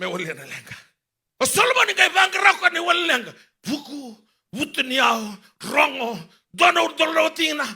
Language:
Fijian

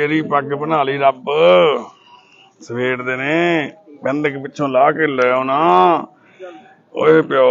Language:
Punjabi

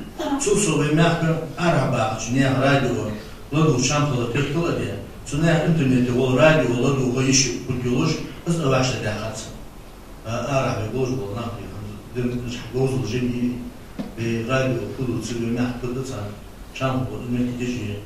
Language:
Ingush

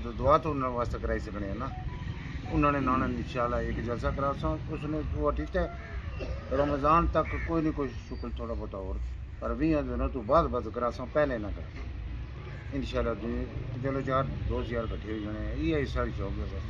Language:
Pahari-Potwari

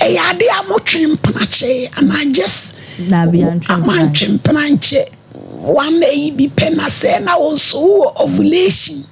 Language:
Akan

